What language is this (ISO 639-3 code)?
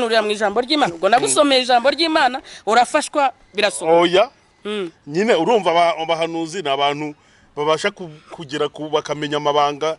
kin